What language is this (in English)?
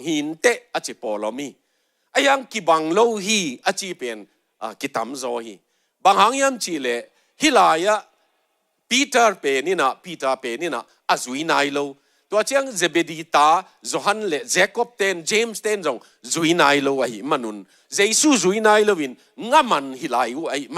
Tedim Chin